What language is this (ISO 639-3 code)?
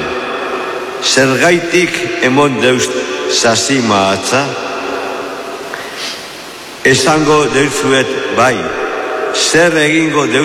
eus